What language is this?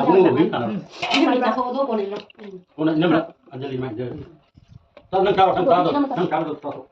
Manipuri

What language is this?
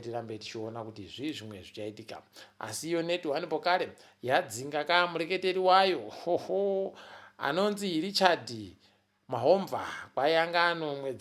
Ndau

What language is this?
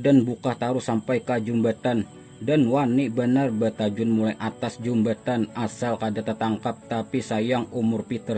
Banjar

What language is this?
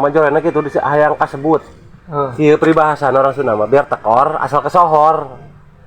Sundanese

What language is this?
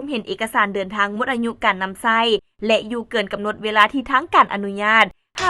Lao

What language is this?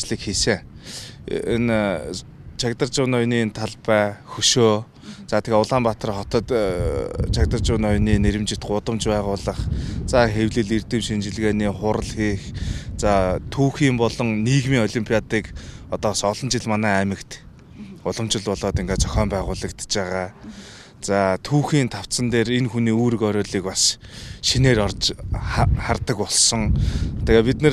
Mongolian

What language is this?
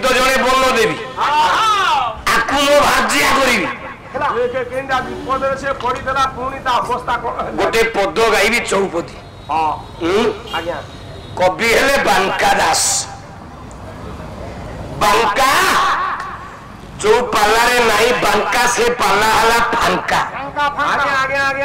Odia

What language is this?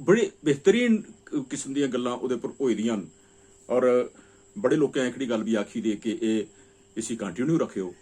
Dogri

